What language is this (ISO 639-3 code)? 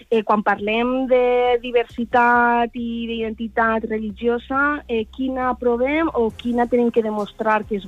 cat